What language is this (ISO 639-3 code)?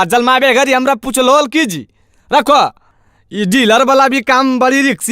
mag